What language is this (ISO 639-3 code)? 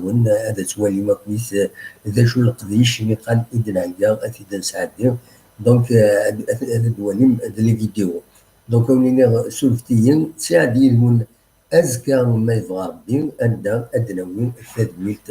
kab